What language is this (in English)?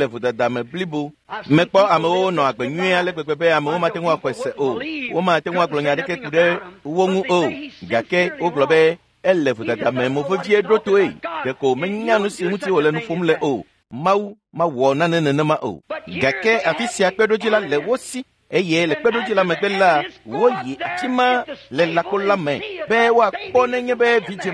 Ewe